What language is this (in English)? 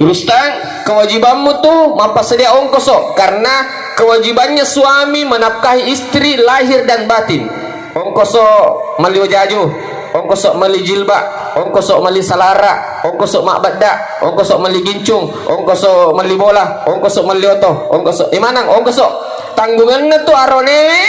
Buginese